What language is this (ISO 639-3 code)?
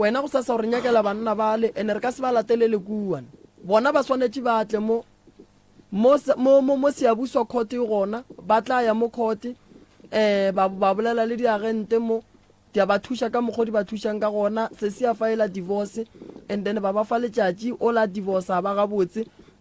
nso